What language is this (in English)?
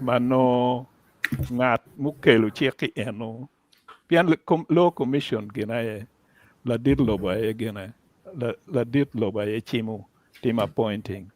Acoli